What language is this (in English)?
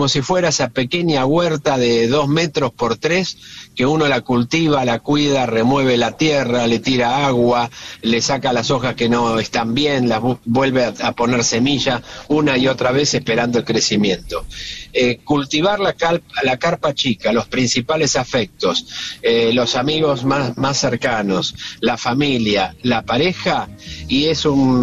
Spanish